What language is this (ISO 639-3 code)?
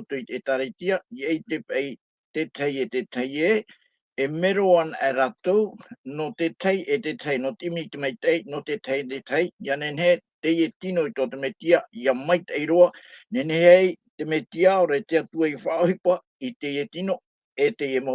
tah